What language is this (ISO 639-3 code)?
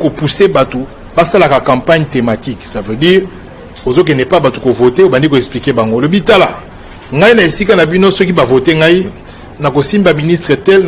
lin